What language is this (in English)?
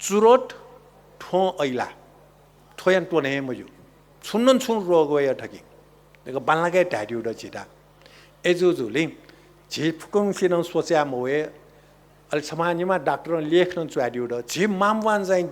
Newari